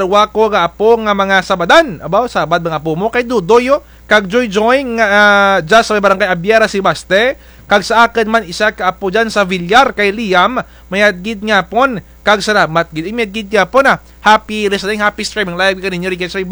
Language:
Kinaray-a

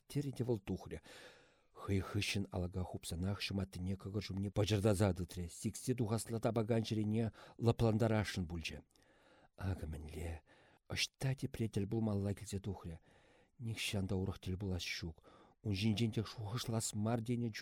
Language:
Chuvash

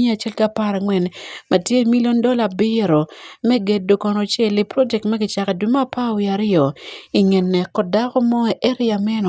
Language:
Acoli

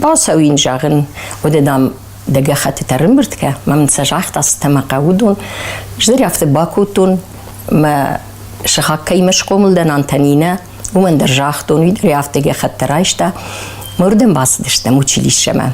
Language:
Ossetic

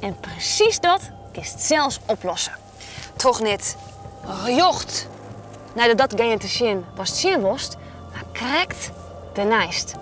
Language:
Western Frisian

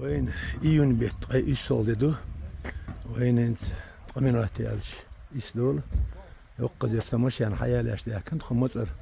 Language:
Chechen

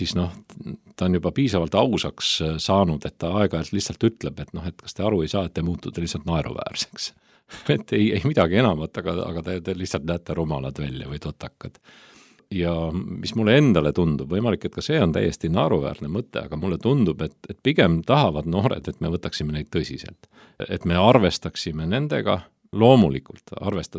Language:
Estonian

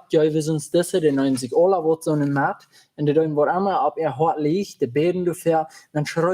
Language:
Plautdietsch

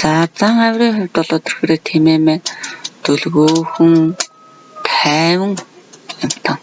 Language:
Mongolian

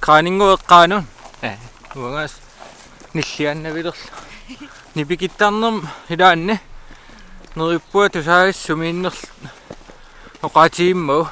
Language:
Kalaallisut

